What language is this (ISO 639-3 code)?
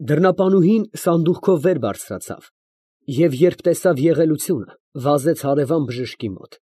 hye